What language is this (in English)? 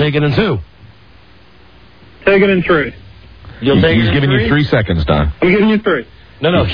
English